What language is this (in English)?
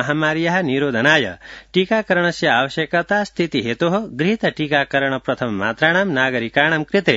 Sanskrit